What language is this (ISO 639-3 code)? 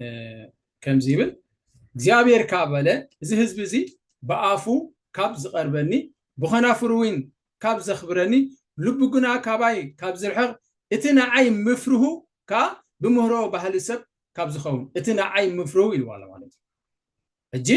tir